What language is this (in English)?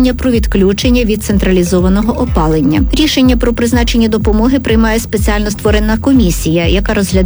Ukrainian